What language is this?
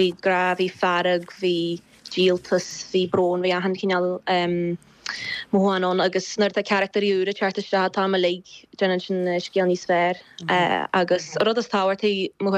Irish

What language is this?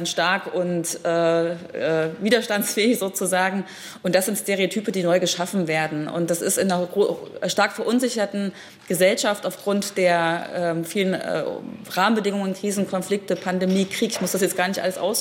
German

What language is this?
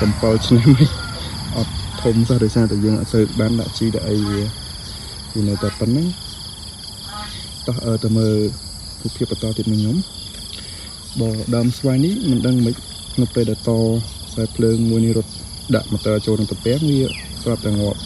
Khmer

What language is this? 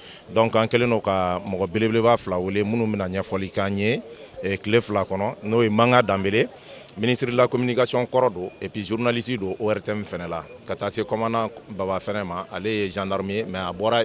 Bambara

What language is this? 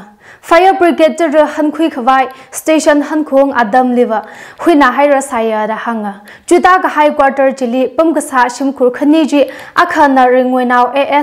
Tangkhul Naga (India)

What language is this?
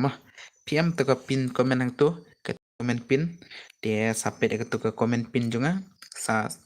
Khasi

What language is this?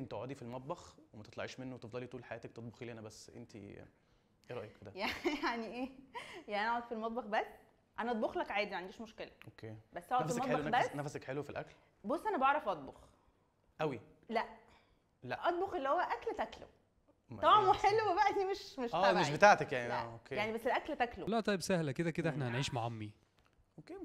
Egyptian Arabic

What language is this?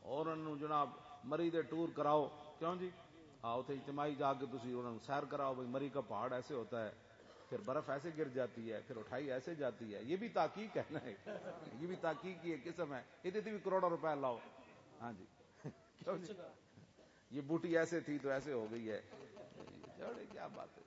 Western Panjabi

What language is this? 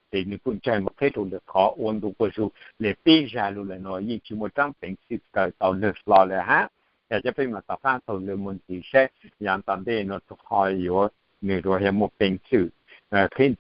Hmong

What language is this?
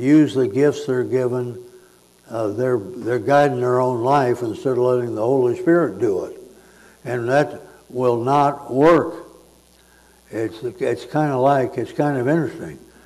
English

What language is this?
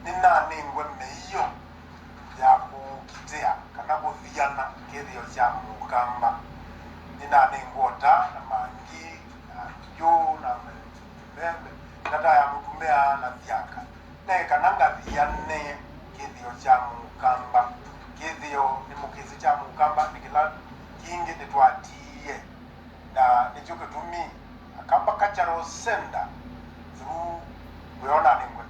Kamba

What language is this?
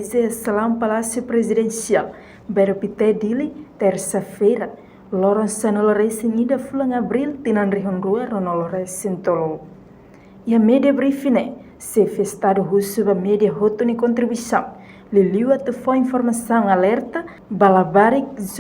Tetum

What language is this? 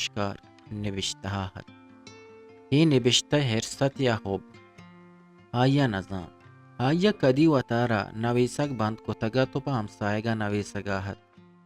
Eastern Balochi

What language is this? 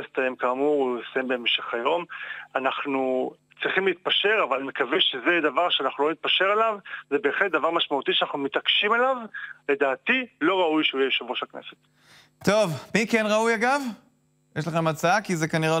Hebrew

